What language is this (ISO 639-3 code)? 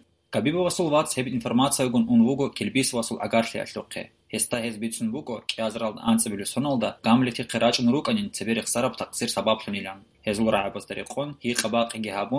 ava